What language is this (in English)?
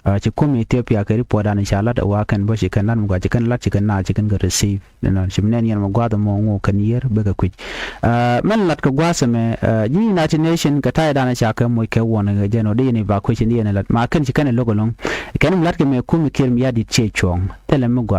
Nuer